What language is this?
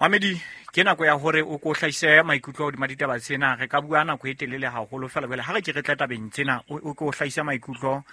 Southern Sotho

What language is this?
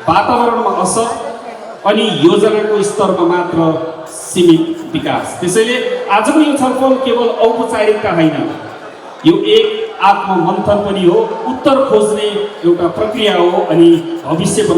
Nepali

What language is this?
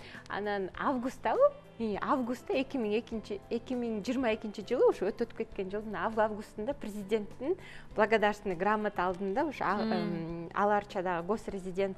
Kyrgyz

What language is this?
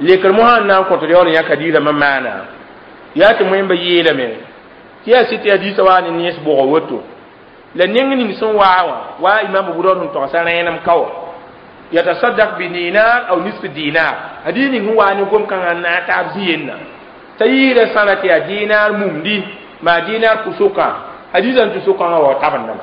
Mossi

